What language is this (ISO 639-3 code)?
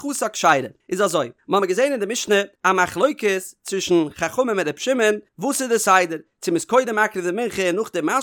yid